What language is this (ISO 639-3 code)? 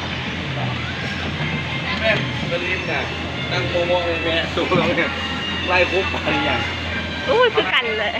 lao